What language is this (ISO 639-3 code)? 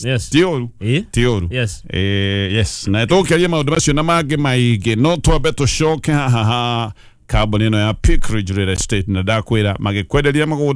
kik